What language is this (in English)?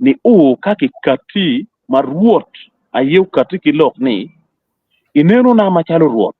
Acoli